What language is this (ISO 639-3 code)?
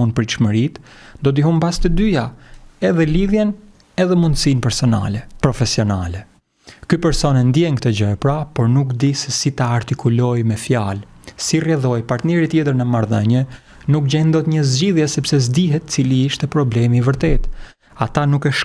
sqi